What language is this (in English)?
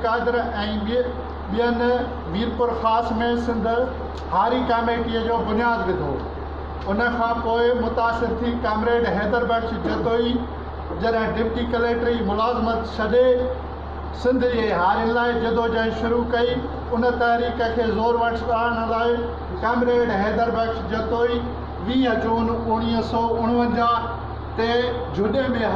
Sindhi